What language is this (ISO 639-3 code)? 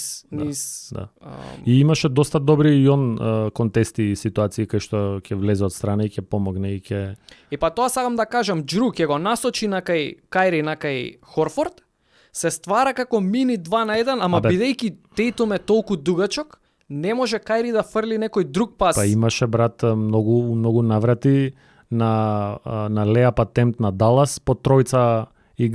mkd